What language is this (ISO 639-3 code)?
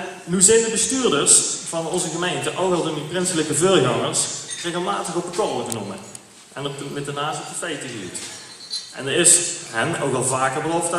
lim